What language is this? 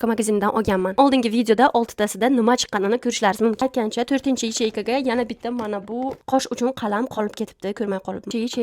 Uzbek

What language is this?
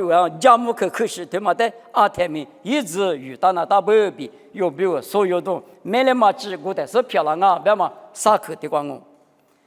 Lisu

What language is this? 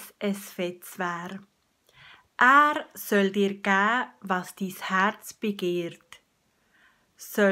Swiss German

